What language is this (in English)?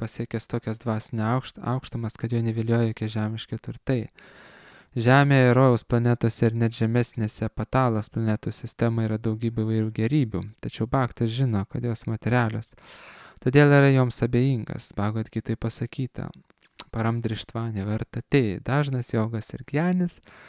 Lithuanian